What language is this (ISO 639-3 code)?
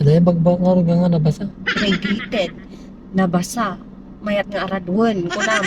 ilo